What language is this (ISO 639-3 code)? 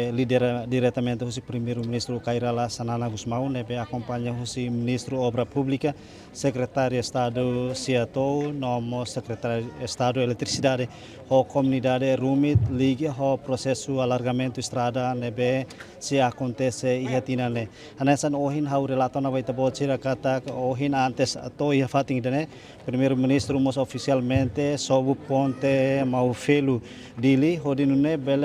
tet